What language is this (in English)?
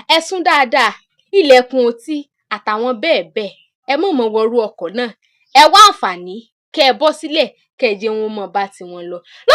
Yoruba